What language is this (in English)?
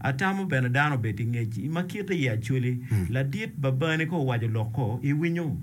Acoli